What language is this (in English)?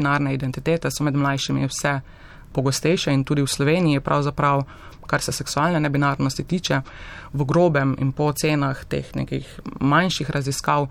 Slovenian